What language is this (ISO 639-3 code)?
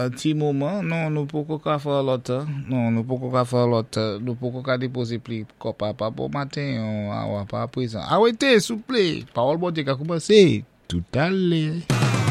acf